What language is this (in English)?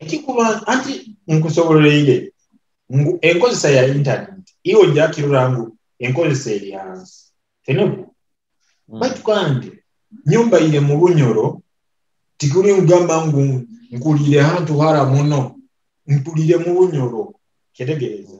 Nyoro